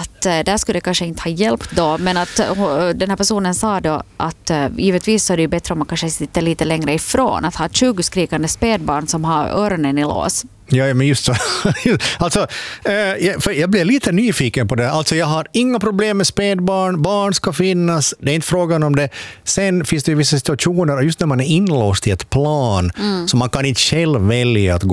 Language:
Swedish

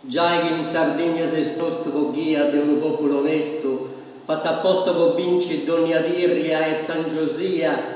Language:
Sardinian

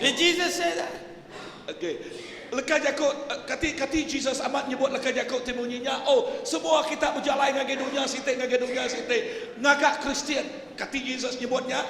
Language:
Iban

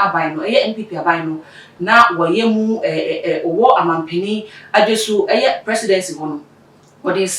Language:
Akan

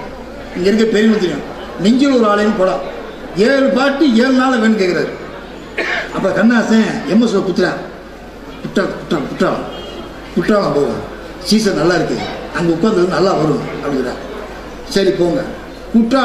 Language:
Tamil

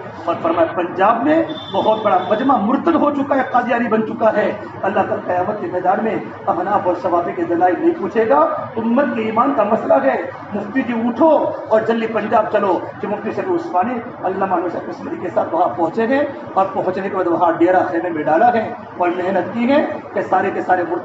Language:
Urdu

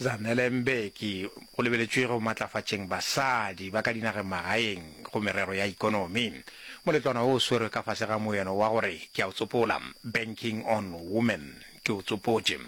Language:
Northern Sotho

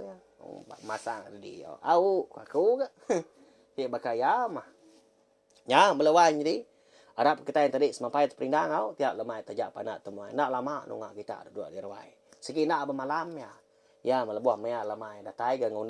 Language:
Iban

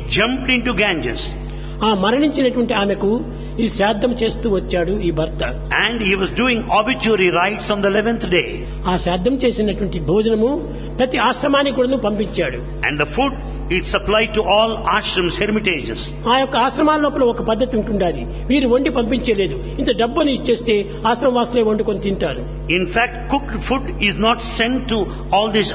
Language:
Telugu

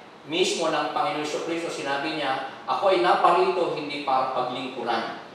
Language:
Filipino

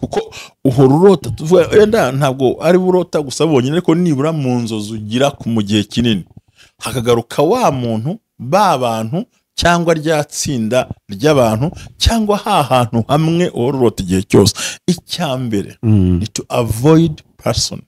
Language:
Kinyarwanda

